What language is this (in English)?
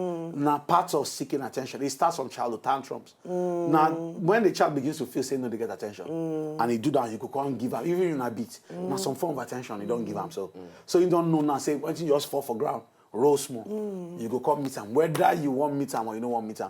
Nigerian Pidgin